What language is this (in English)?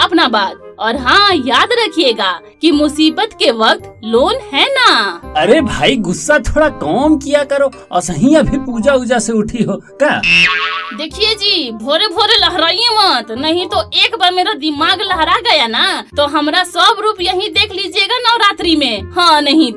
Hindi